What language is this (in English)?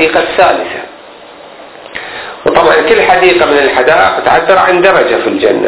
Arabic